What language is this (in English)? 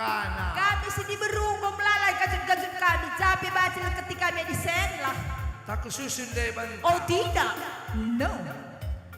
Batak Karo